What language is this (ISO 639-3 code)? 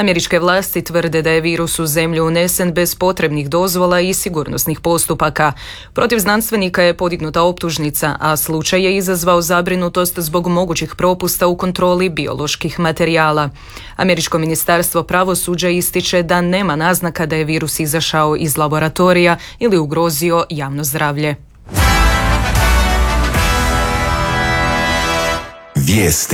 hrv